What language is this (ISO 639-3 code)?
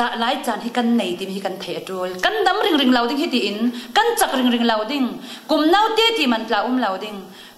cfm